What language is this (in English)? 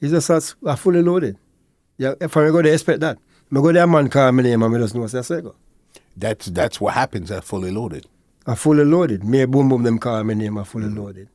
Jamaican Creole English